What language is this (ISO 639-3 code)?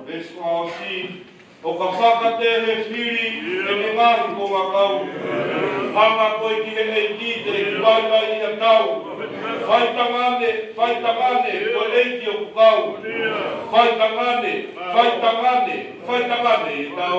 ton